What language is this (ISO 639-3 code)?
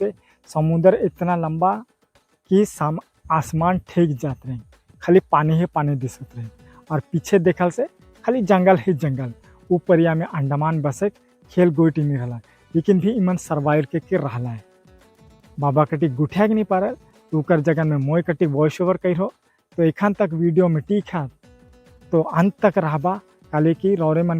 sck